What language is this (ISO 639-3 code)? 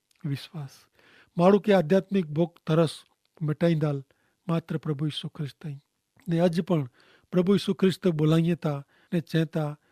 kfr